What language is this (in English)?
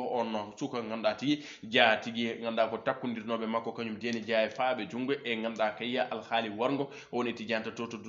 Fula